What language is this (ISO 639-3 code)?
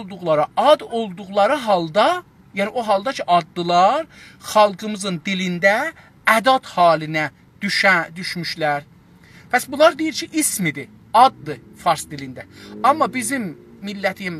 azb